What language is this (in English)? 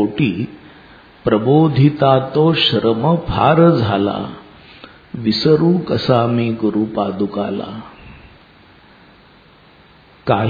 Marathi